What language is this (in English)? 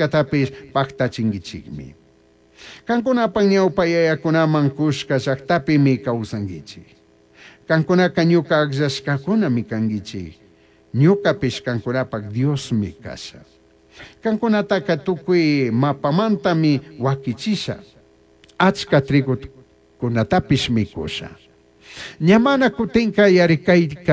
Chimborazo Highland Quichua